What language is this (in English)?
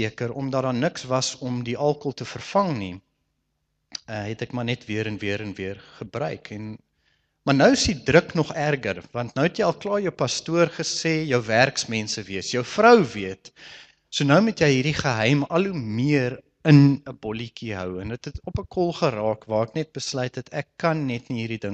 Afrikaans